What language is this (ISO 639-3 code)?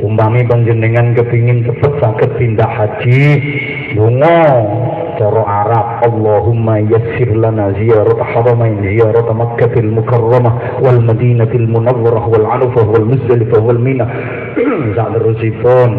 jav